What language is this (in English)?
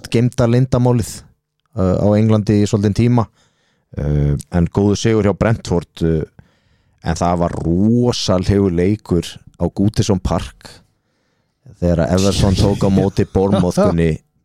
Icelandic